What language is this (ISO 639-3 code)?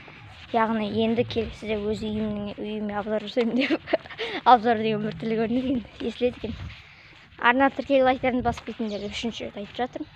kaz